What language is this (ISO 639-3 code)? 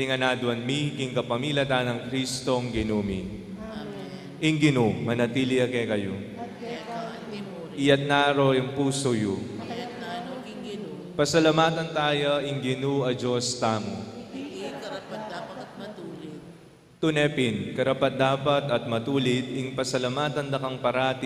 pam